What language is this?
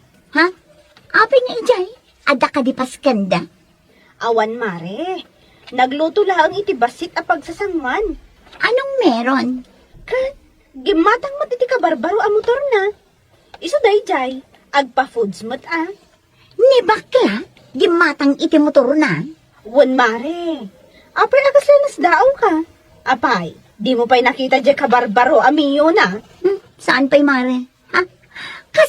Iloko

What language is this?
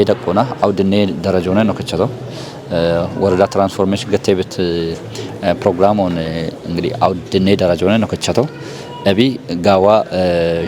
Kafa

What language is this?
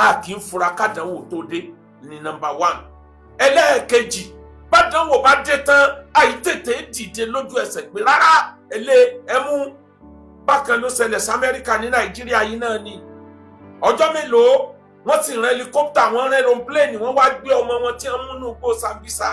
Yoruba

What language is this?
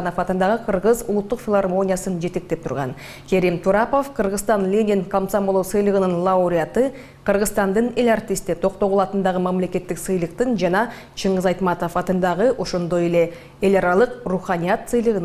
Kyrgyz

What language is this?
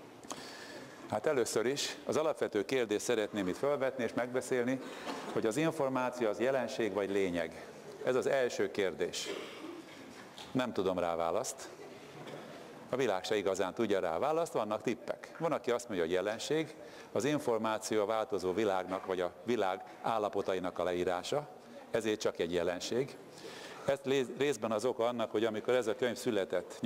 Hungarian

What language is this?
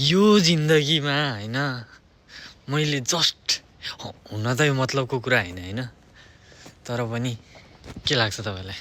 Nepali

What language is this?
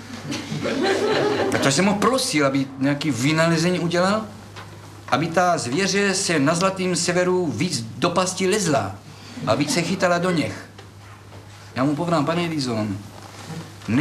Czech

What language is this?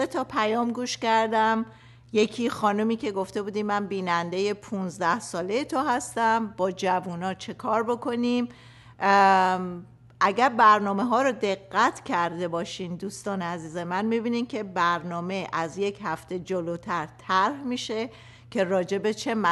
Persian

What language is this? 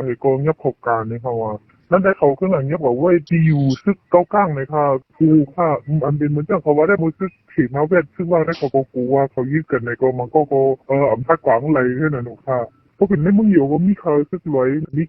Shan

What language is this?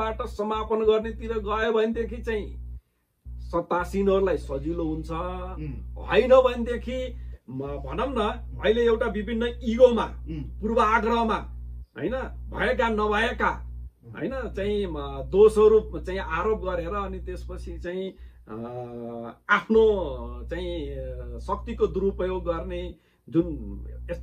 Nepali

